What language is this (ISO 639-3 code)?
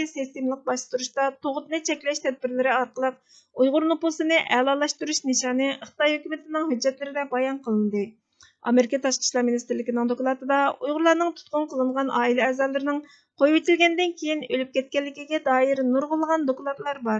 uig